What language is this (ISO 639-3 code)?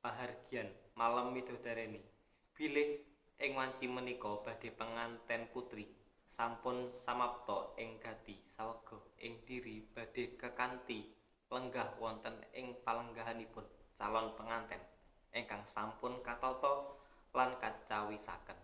jav